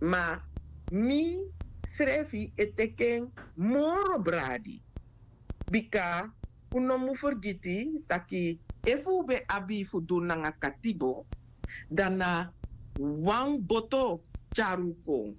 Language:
Sranan Tongo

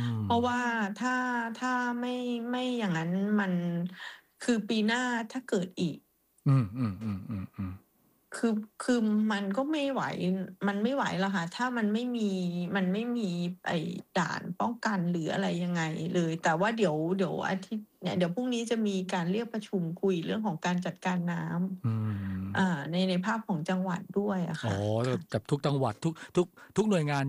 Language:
Thai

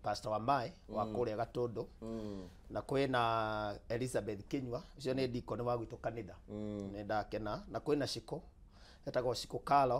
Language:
Kikuyu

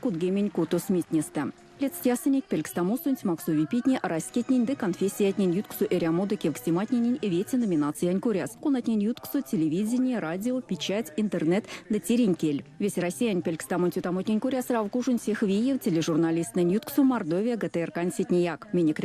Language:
Erzya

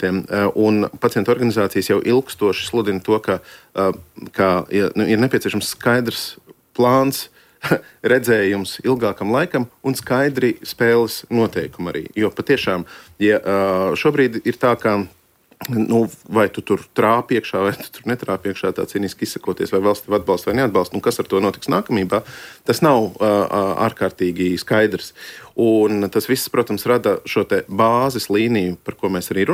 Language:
Latvian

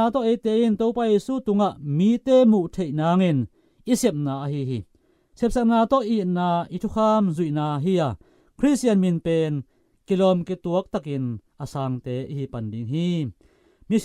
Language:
Tedim Chin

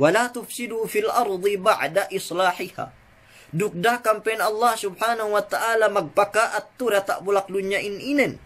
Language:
Yakan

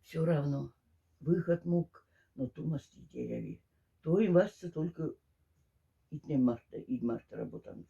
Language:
Moksha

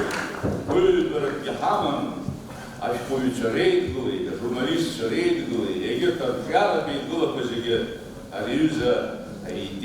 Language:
Abkhazian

